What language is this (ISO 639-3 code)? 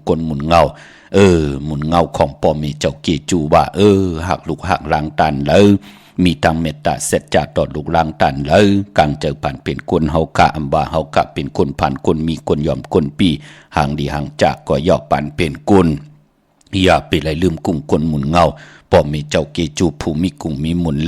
shn